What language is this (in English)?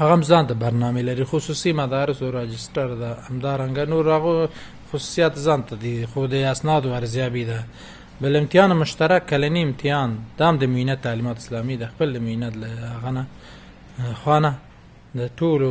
Pashto